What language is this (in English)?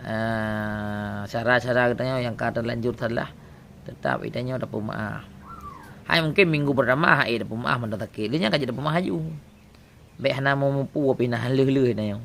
Achinese